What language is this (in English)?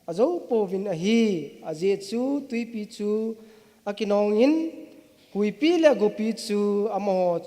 Thado Chin